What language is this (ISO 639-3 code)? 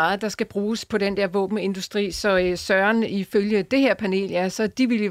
dan